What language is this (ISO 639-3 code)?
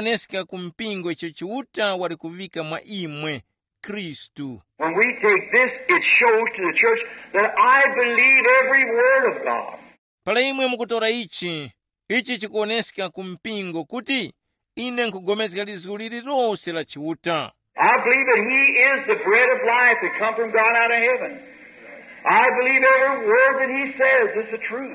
tum